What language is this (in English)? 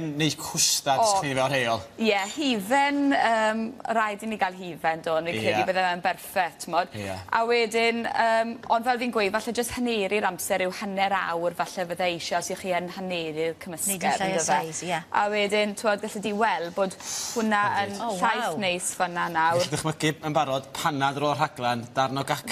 Welsh